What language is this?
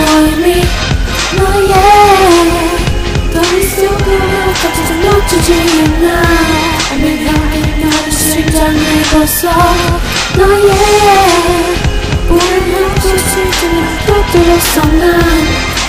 Korean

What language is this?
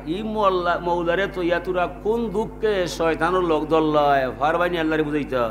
Sylheti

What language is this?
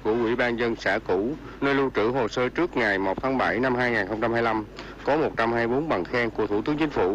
Vietnamese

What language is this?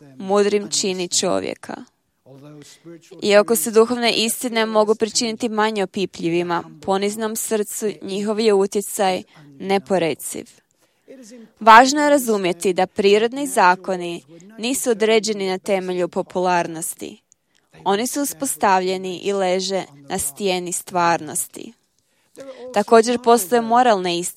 Croatian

